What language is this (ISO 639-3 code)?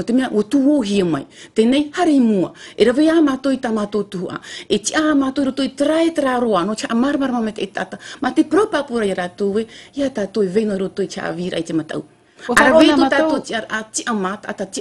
tah